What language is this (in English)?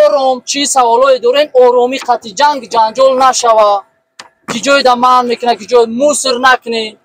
Tajik